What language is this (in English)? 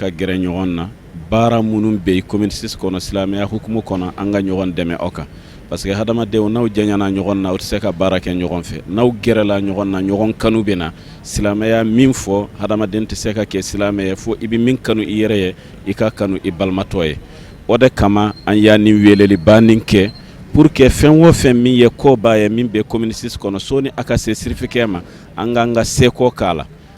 Bambara